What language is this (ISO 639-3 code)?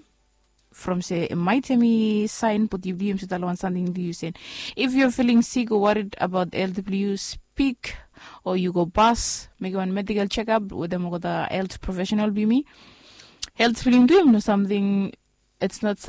bis